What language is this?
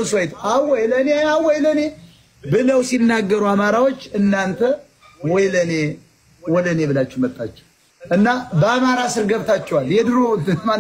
Amharic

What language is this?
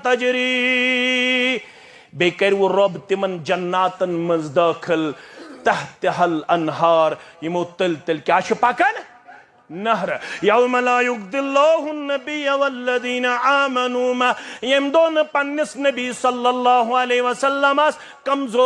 Kashmiri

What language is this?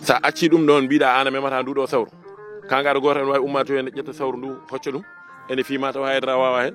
Fula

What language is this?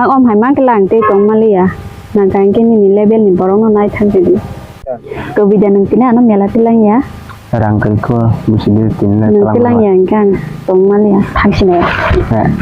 Kok Borok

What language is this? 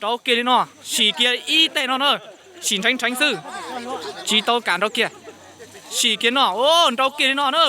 Hmong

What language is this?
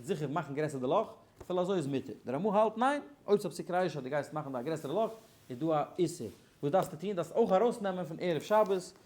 Yiddish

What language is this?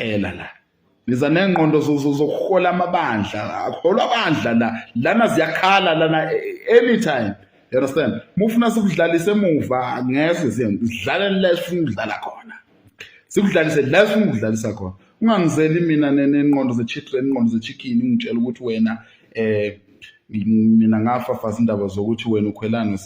Zulu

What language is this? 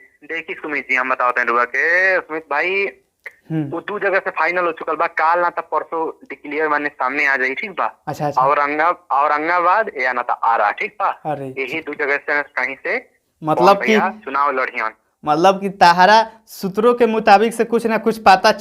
Bhojpuri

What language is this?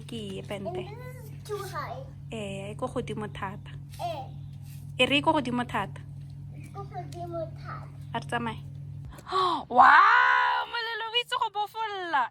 Tswana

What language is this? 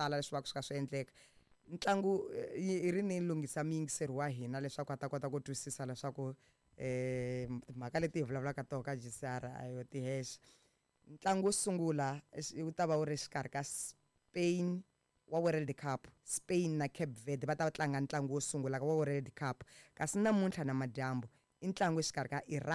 Tsonga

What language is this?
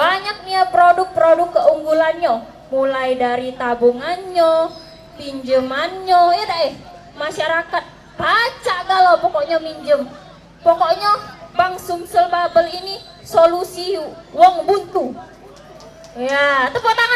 Musi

